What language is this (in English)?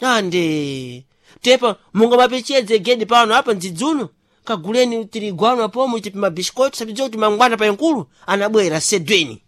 Sena